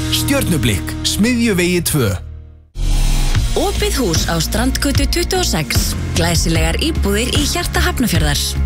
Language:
Icelandic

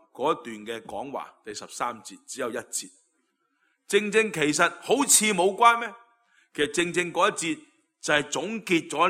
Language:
Cantonese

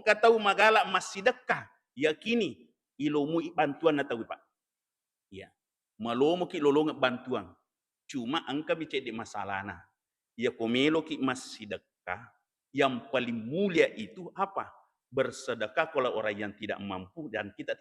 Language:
Buginese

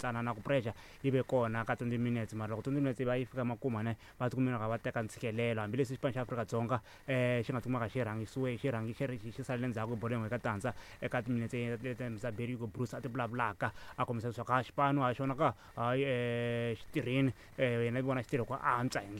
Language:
Tsonga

